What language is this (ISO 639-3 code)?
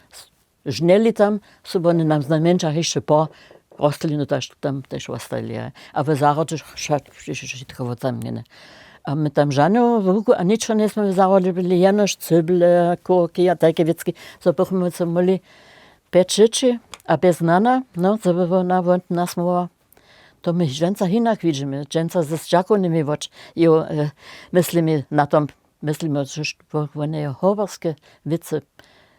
hsb